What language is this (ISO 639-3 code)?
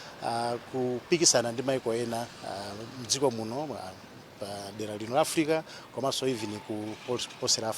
nya